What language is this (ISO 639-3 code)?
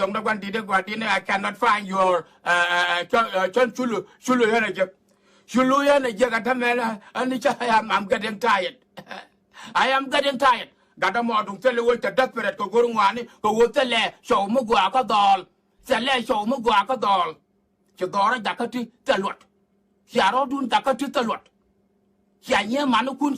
nus